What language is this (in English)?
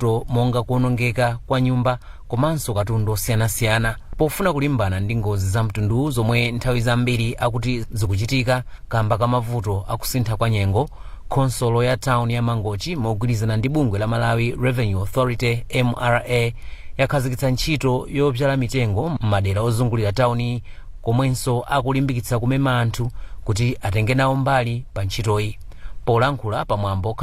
Nyanja